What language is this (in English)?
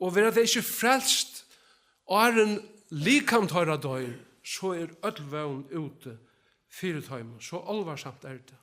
Faroese